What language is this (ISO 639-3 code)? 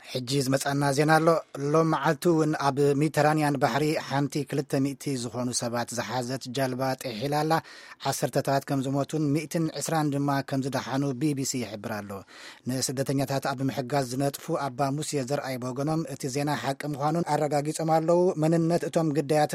tir